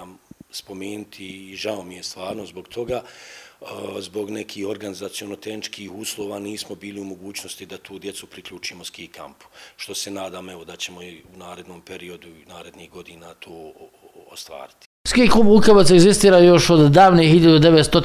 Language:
Bosnian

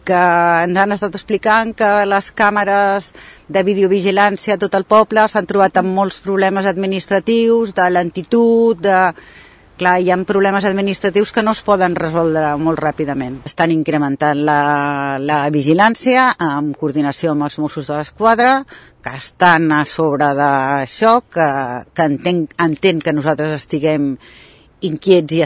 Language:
Catalan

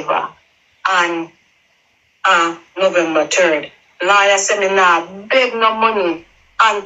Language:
Jamaican Creole English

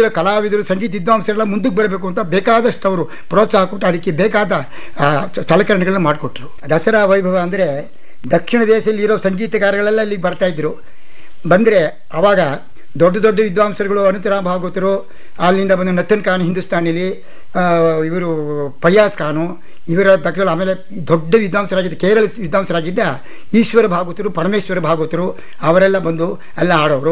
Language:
Kannada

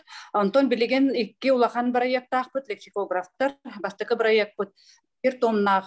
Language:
Yakut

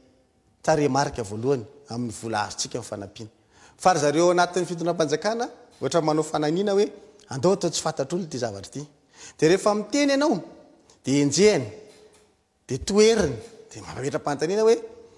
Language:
Malagasy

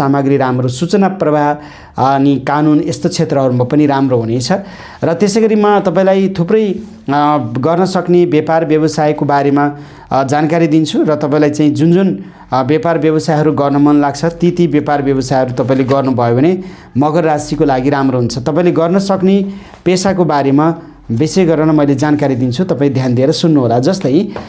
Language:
Nepali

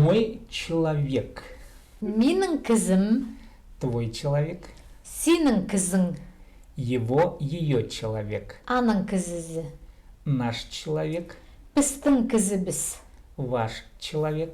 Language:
Khakas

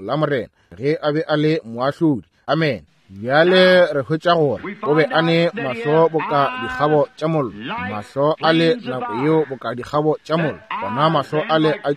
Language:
Northern Sotho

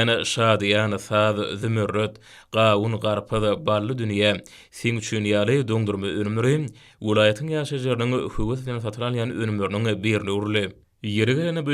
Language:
Turkmen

